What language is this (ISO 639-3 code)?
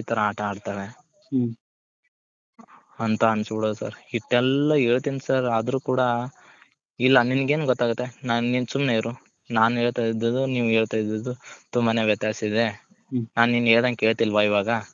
kan